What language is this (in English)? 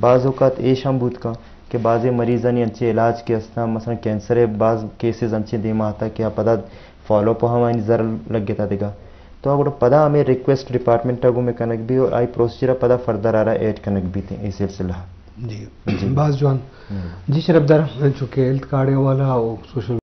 Eastern Balochi